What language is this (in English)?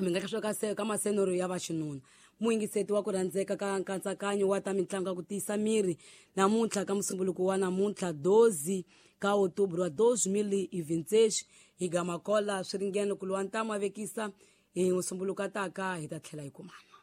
Tsonga